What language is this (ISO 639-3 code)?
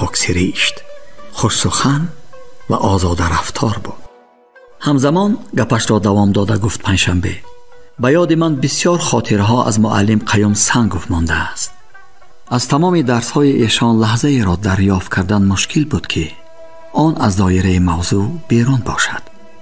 tgk